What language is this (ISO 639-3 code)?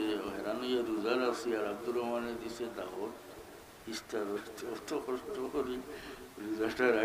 syl